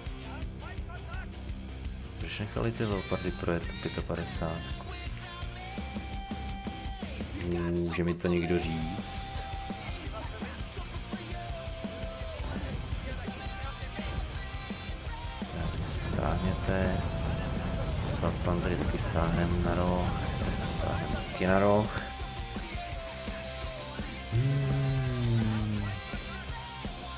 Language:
Czech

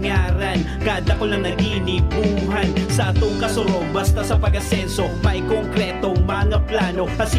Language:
Bikol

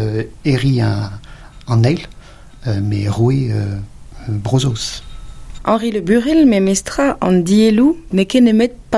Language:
Breton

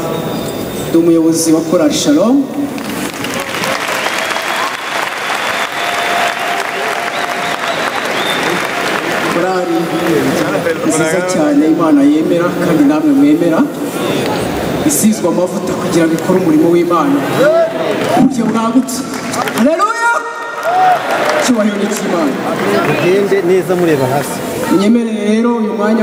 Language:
Kinyarwanda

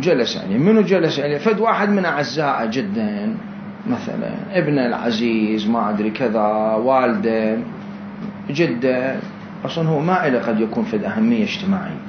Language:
Mesopotamian Arabic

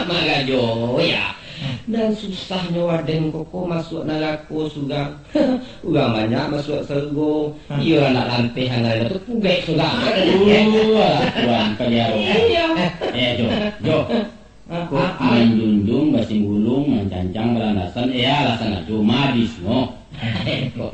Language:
Minangkabau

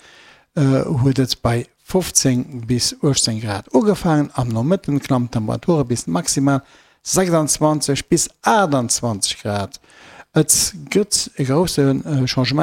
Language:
Luxembourgish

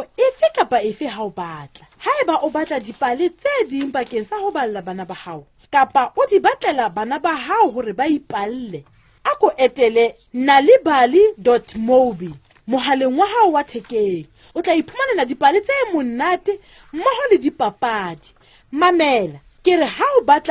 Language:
Southern Sotho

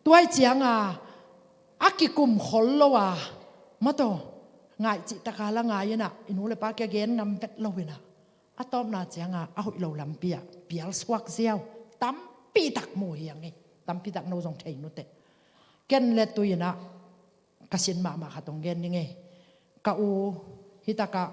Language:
Tedim Chin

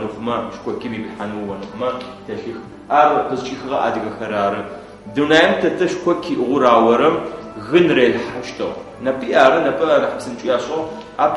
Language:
Adyghe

